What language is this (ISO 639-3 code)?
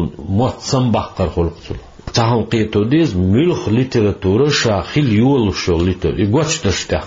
che